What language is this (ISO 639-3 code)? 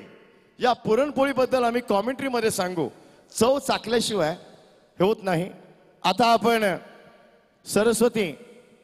mar